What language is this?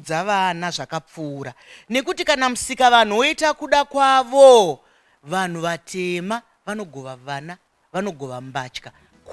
Shona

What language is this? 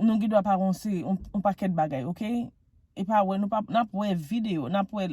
Haitian Creole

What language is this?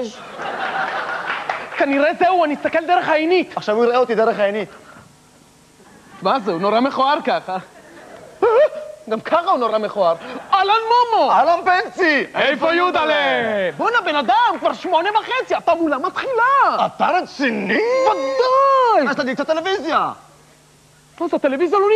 Hebrew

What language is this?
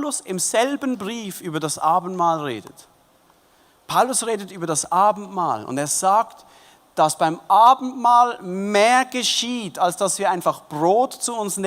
Swiss German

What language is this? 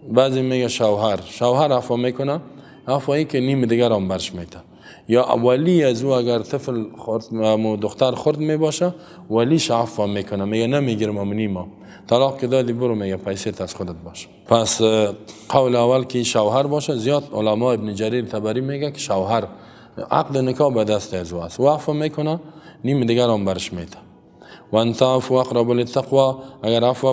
Persian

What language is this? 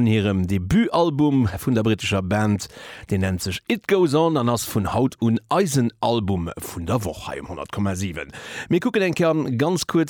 Luxembourgish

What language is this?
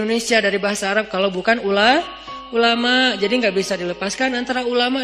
Indonesian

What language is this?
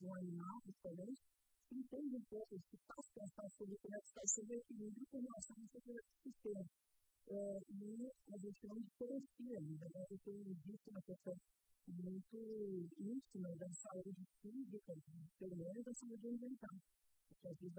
Portuguese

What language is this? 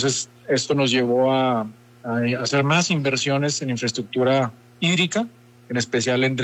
Spanish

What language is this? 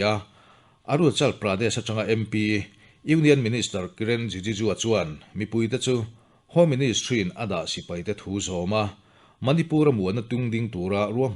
Mizo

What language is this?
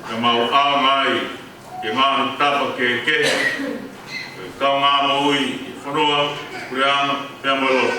Tongan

